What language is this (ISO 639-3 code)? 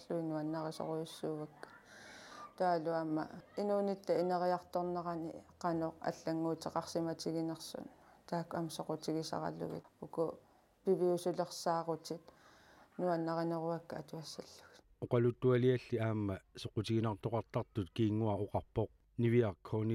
kal